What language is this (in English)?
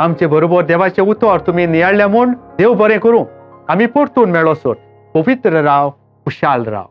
Konkani